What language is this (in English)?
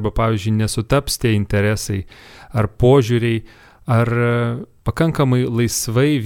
Lithuanian